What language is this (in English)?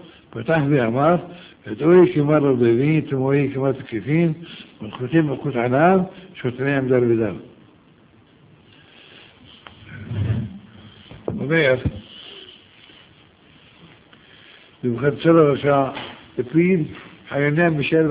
Hebrew